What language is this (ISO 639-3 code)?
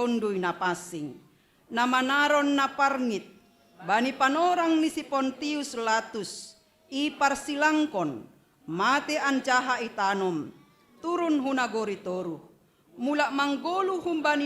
bts